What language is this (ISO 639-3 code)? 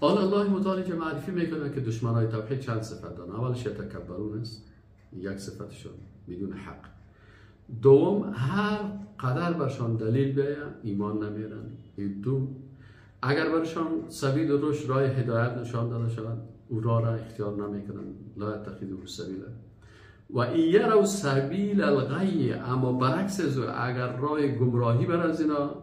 fas